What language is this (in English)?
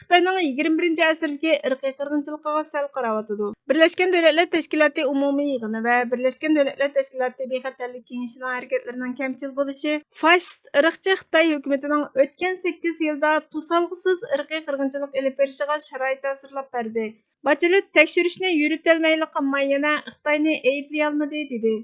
Uyghur